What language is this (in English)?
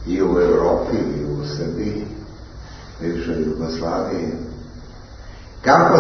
Serbian